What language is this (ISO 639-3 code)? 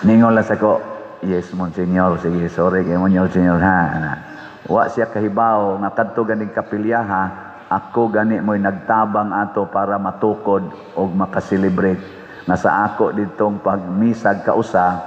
ceb